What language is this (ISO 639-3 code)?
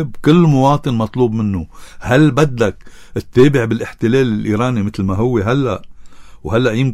apc